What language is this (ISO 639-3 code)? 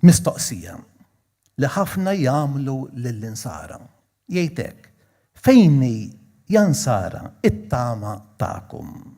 mlt